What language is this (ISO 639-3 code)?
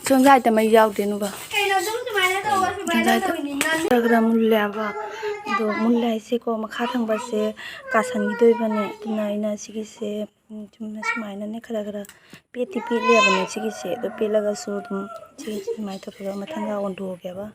mni